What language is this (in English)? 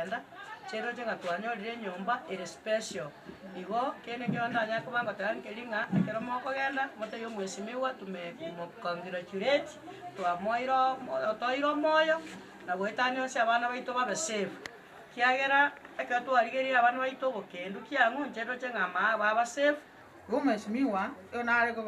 Gusii